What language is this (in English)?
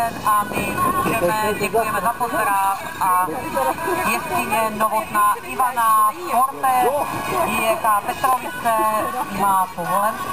Czech